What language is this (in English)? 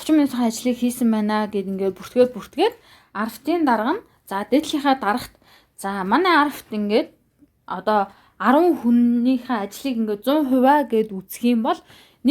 Mongolian